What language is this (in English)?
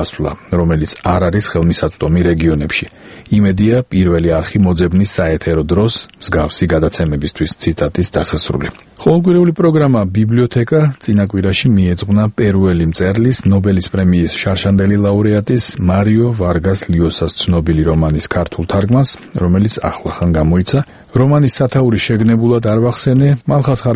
Georgian